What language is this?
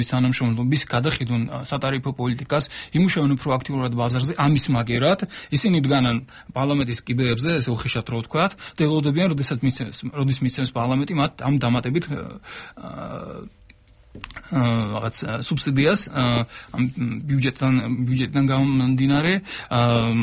Georgian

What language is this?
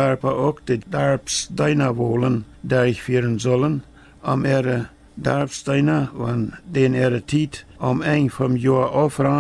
Plautdietsch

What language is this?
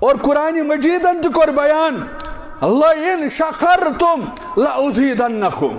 Kashmiri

